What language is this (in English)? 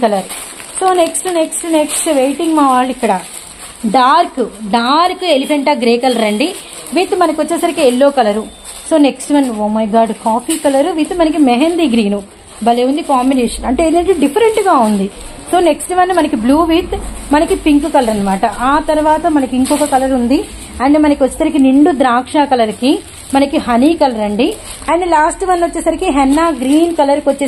Telugu